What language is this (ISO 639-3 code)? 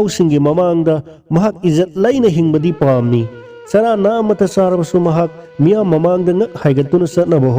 mni